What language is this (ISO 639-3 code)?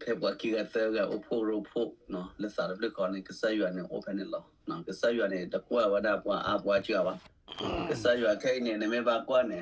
ksw